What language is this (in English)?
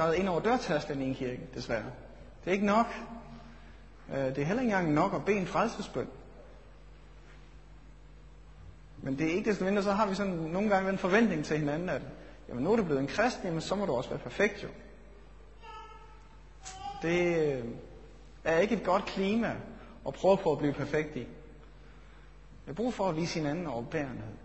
Danish